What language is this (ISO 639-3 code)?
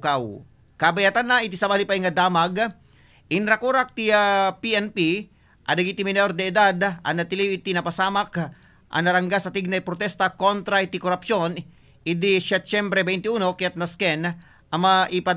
ilo